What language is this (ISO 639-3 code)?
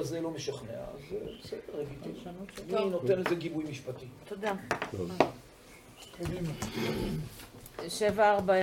heb